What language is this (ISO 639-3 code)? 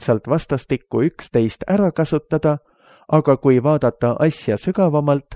est